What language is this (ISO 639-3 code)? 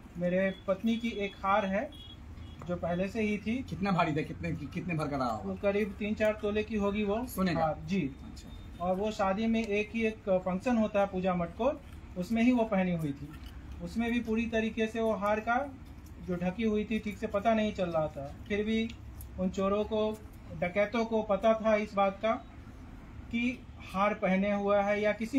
hin